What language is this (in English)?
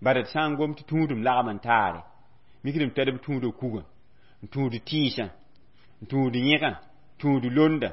Mossi